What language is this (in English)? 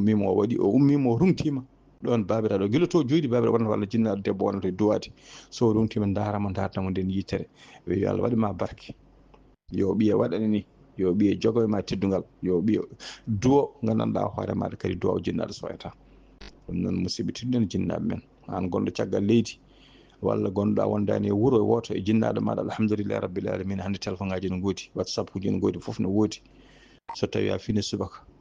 Fula